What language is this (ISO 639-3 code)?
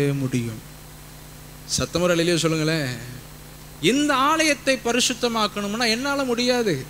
tam